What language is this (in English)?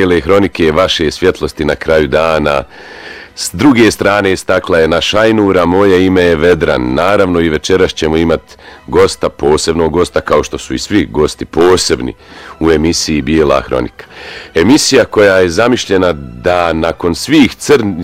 Bosnian